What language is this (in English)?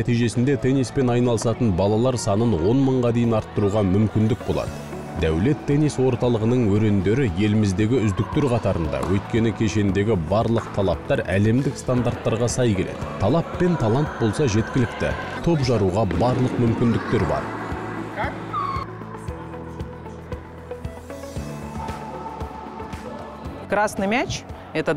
Kazakh